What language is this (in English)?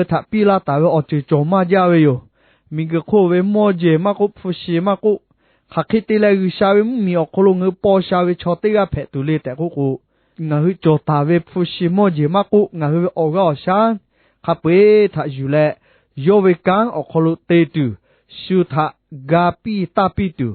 Lahu